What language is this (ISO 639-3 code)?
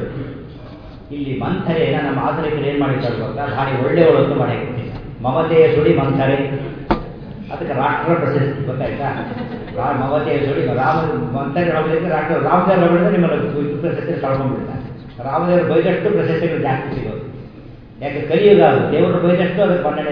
kan